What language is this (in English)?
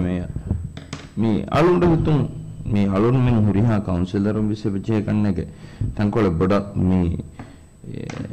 Divehi